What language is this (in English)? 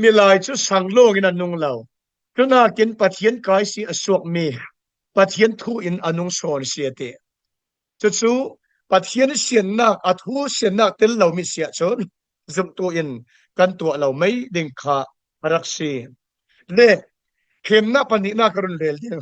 Falam Chin